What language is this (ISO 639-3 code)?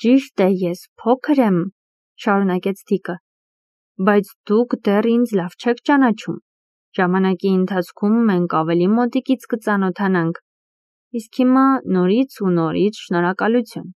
hye